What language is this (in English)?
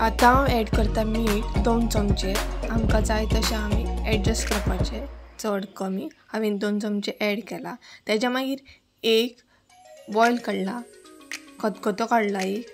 Konkani